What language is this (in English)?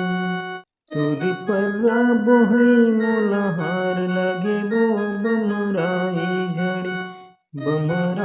Chhattisgarhi